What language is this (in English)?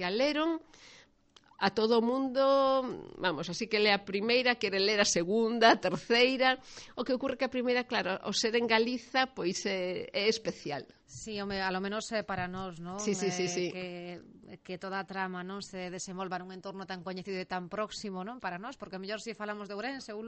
Galician